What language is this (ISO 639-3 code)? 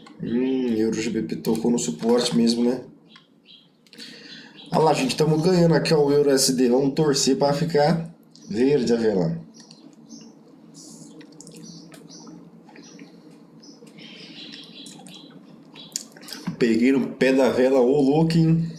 por